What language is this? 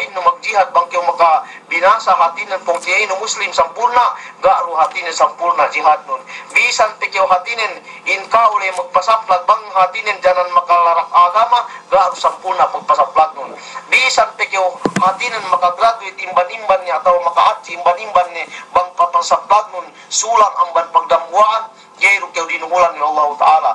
Yakan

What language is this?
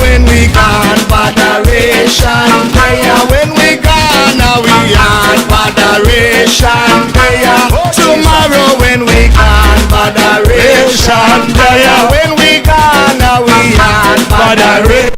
Jamaican Creole English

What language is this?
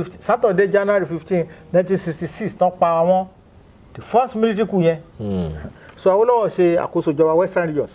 Yoruba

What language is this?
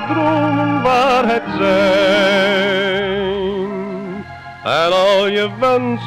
Dutch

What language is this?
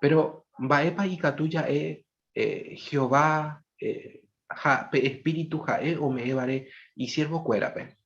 Guarani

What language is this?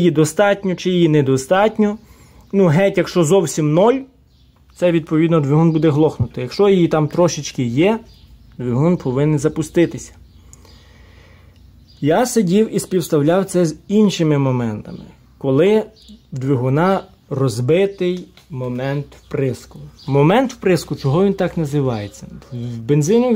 Ukrainian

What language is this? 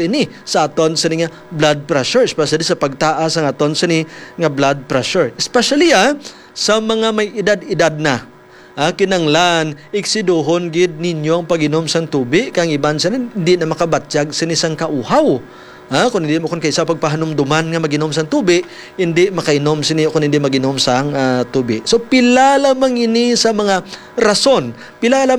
Hiligaynon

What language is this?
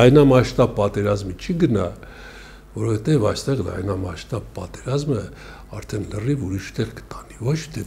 Armenian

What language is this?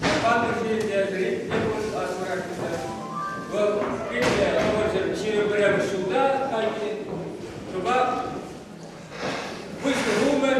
Chuvash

